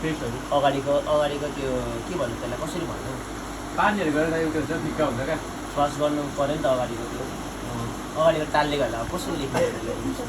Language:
Nepali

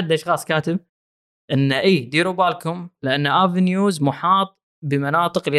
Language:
Gulf Arabic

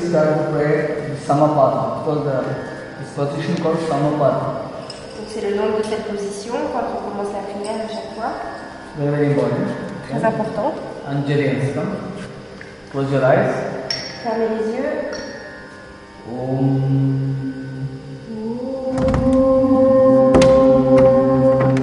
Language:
French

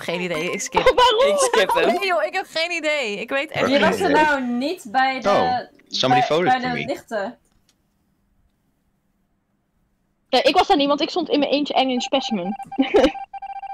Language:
Dutch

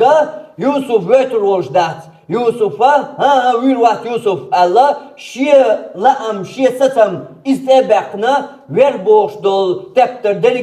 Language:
Chechen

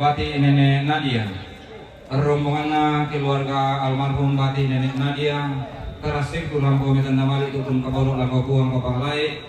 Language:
Toraja-Sa'dan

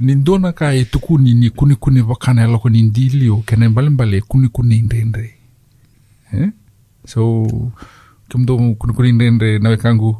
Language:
Fijian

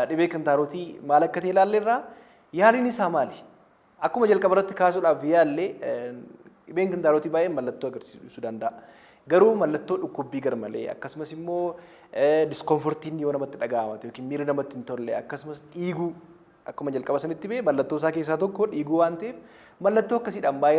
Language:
Oromo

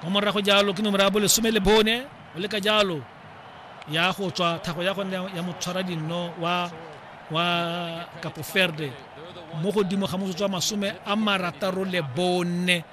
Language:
Tswana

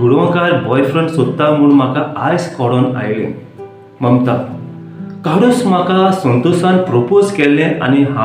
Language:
Konkani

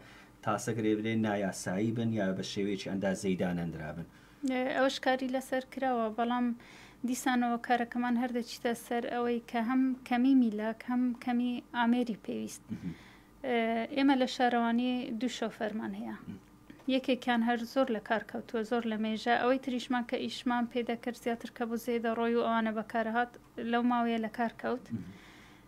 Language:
Central Kurdish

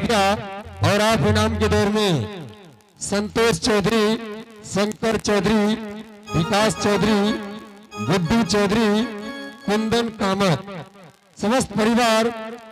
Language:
Angika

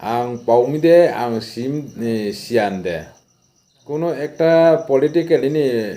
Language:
Riang (India)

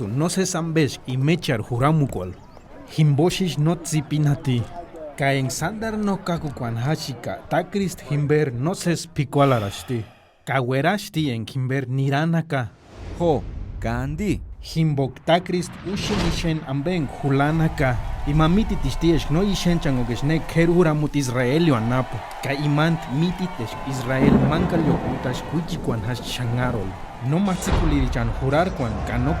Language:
Purepecha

